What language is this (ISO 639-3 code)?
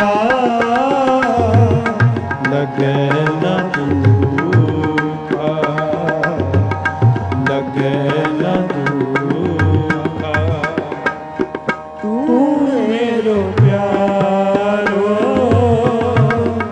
pan